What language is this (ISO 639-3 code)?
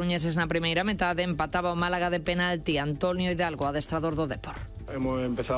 glg